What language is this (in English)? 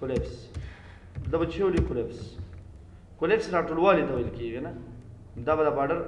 Pashto